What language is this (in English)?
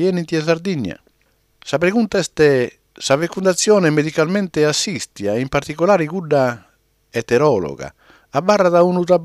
Sardinian